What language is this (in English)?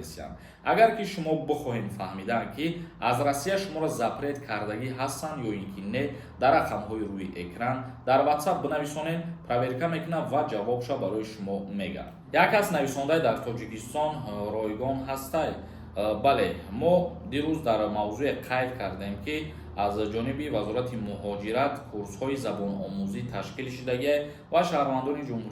Tajik